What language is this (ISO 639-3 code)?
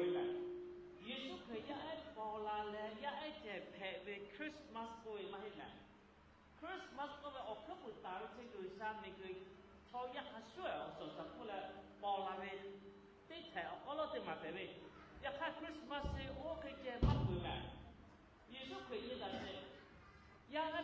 lhu